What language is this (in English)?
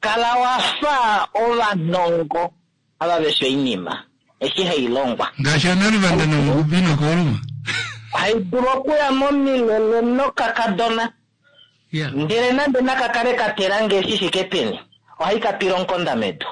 Kuanyama